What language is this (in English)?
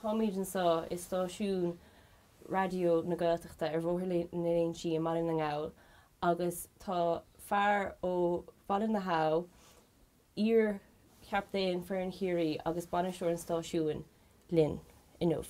Irish